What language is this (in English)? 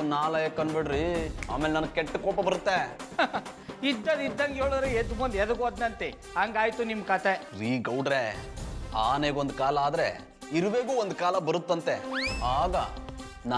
Kannada